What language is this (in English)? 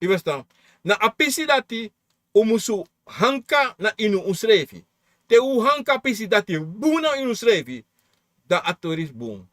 Sranan Tongo